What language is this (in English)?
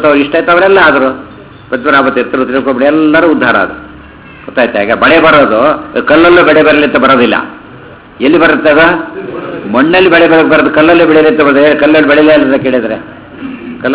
Kannada